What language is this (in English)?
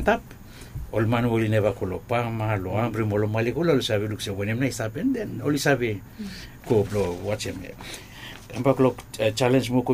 Bislama